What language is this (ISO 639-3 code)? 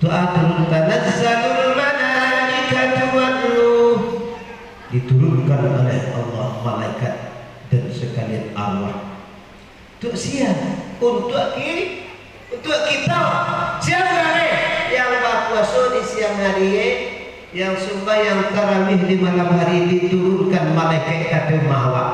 min